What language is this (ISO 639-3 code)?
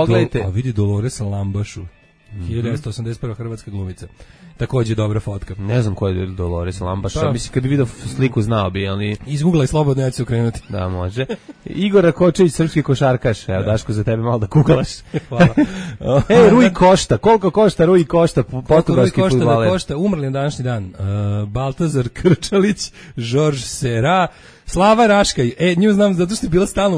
srp